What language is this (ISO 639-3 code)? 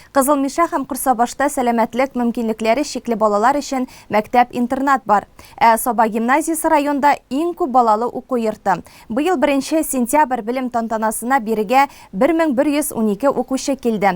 tat